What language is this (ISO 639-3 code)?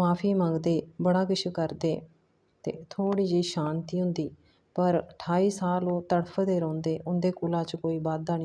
doi